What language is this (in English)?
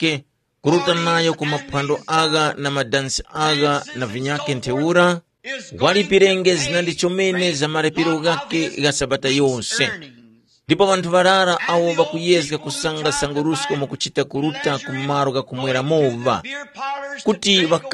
Tumbuka